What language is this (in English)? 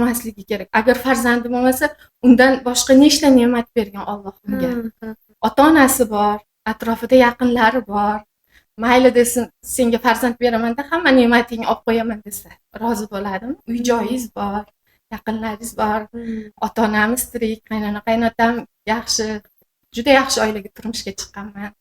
Uzbek